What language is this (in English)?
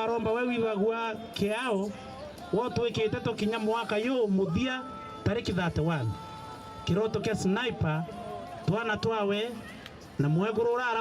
Meru